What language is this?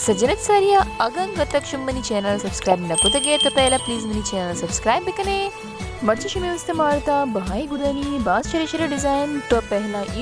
Baluchi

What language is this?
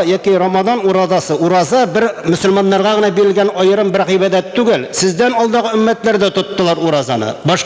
Tatar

